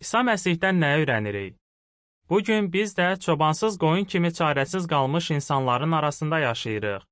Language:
Azerbaijani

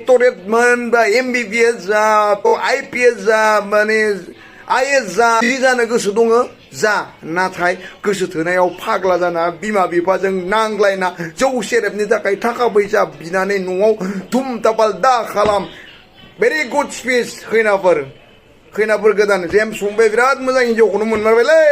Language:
Bodo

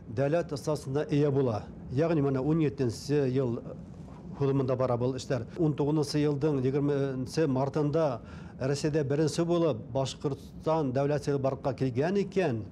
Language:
Bashkir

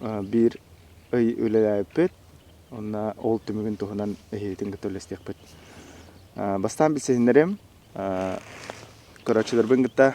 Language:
Yakut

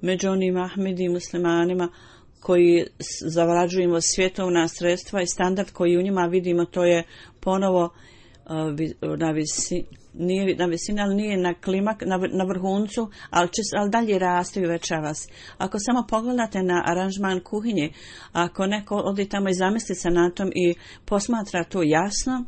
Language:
Bosnian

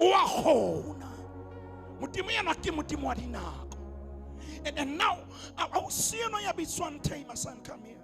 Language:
Southern Sotho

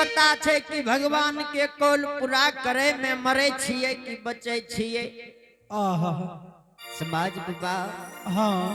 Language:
Angika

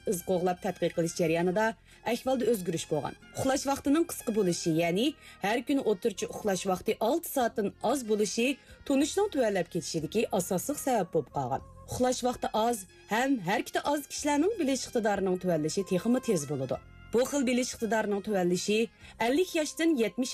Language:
Uyghur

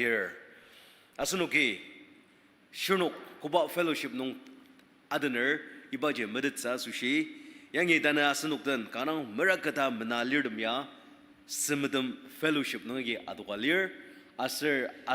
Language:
Ao Naga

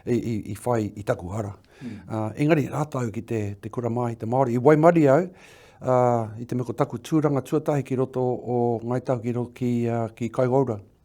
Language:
Māori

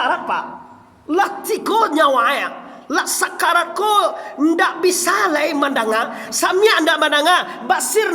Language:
Minangkabau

